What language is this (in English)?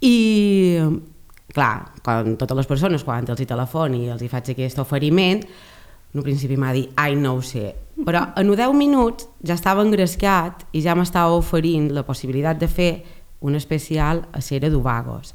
Catalan